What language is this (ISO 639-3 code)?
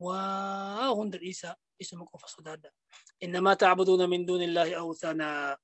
orm